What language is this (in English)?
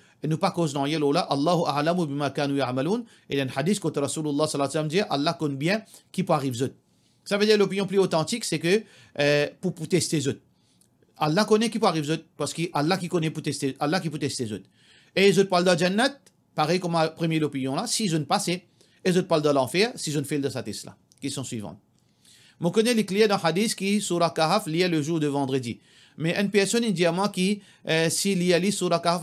Morisyen